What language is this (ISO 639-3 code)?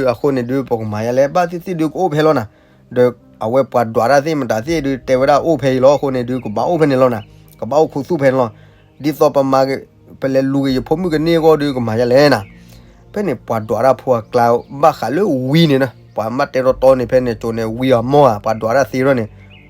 ksw